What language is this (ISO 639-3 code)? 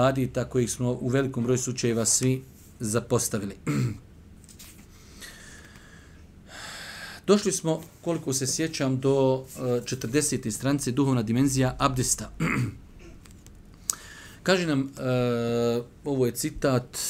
bos